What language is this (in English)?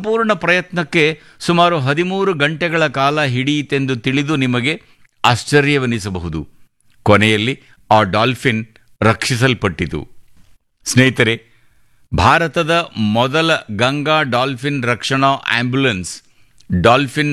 Kannada